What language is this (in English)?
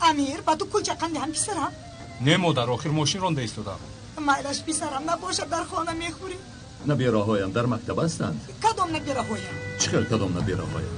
Tajik